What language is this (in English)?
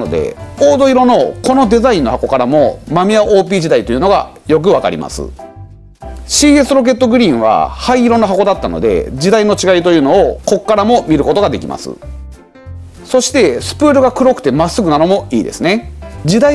Japanese